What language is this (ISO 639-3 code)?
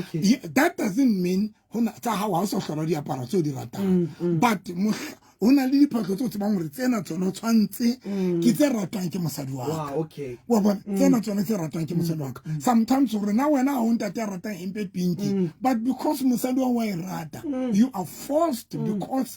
sot